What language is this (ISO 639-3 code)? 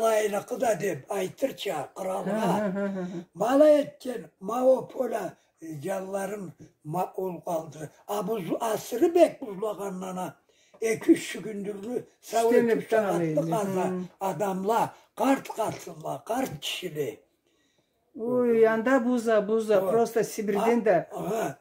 krc